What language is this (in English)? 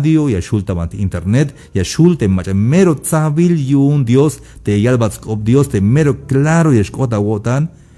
Tzeltal